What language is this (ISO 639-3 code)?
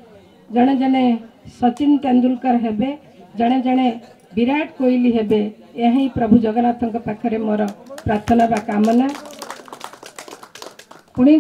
ori